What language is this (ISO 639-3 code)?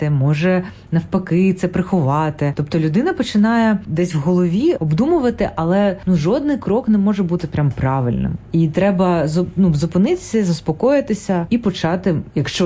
ukr